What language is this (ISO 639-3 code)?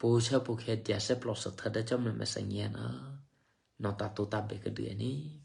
eky